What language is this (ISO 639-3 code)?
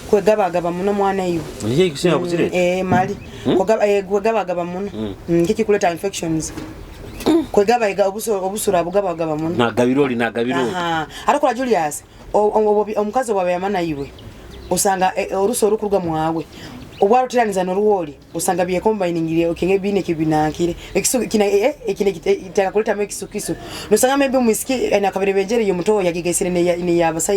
nyo